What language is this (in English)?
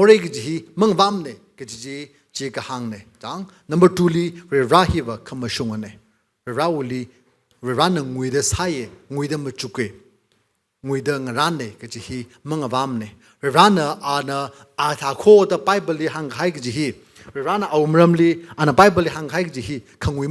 Tangkhul Naga (India)